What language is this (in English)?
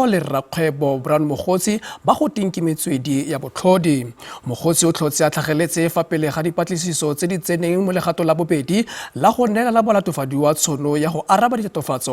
Tswana